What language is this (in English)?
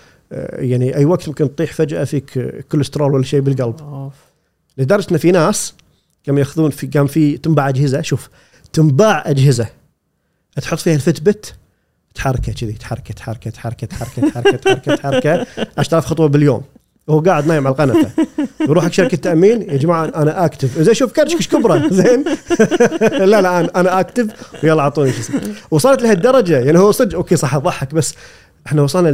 Gulf Arabic